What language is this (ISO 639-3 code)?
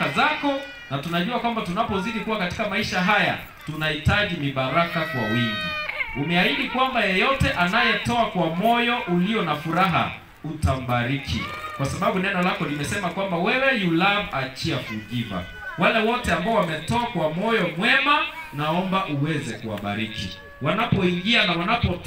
swa